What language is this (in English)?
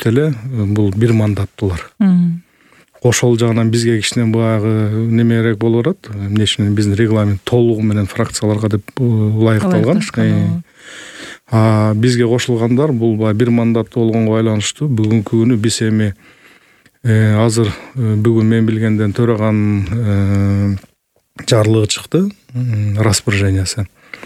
Kyrgyz